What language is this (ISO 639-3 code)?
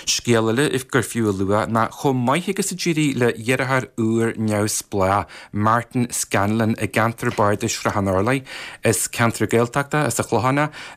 gle